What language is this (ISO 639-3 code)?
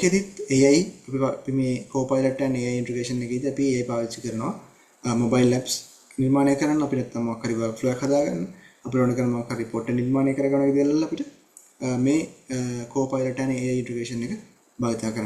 sin